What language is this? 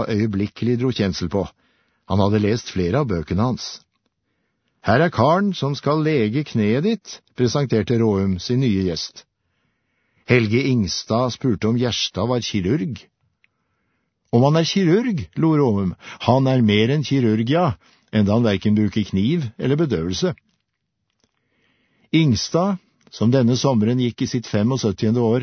Norwegian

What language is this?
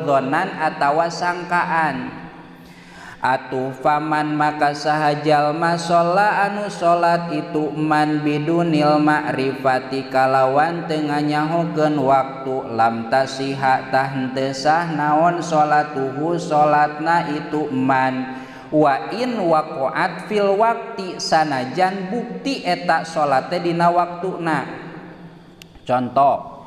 Sundanese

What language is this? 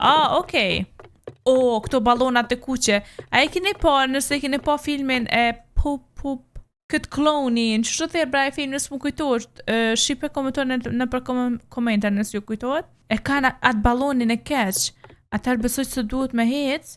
Albanian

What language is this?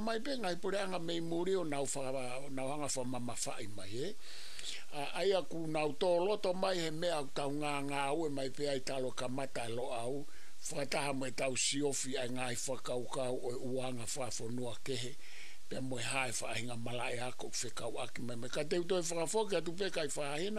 Tongan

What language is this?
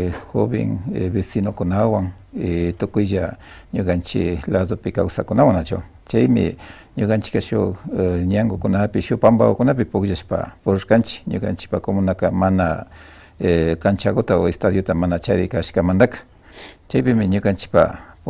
Imbabura Highland Quichua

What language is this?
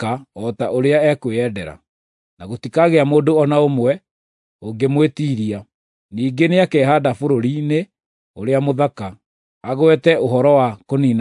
Kikuyu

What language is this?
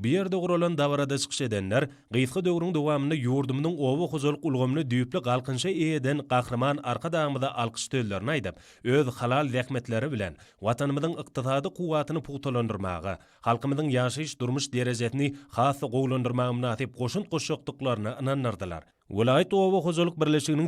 Turkmen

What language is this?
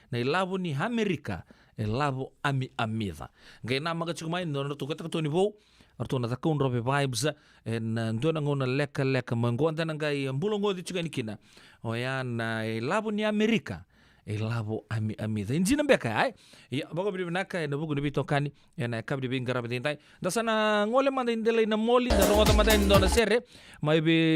Fijian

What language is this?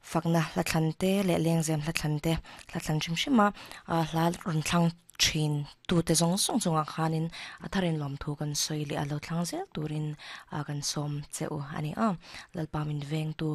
Mizo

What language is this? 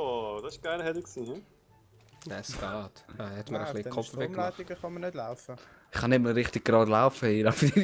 Swiss German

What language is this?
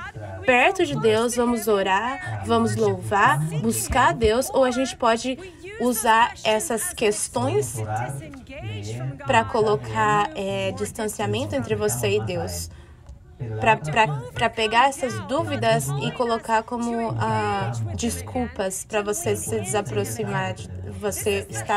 Portuguese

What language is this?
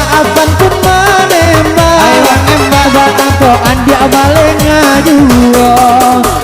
Minangkabau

